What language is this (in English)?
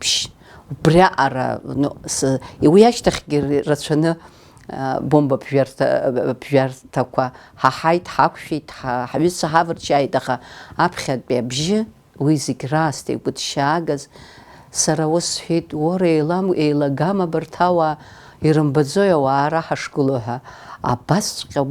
Abkhazian